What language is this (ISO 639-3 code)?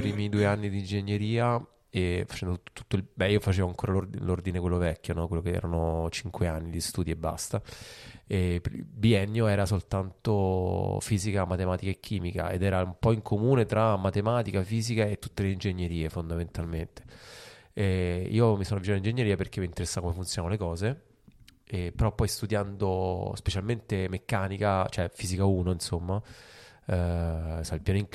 ita